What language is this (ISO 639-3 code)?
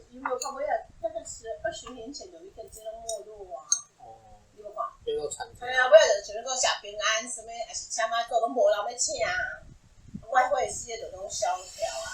nan